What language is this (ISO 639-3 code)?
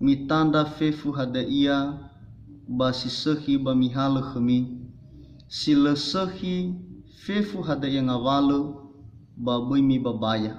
nia